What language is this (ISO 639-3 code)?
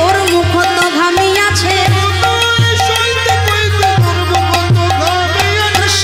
ben